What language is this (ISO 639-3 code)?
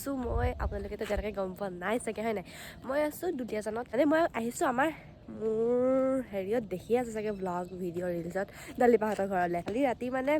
asm